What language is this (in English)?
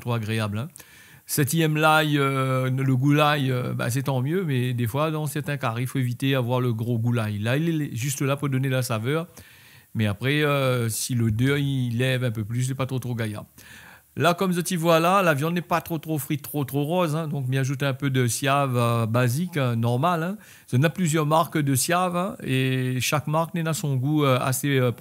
Réunion Creole French